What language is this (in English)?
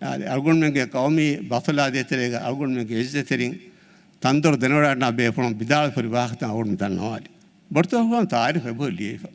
Divehi